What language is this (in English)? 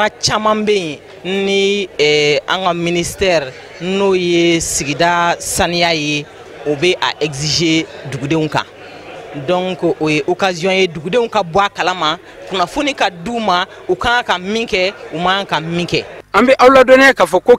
Bambara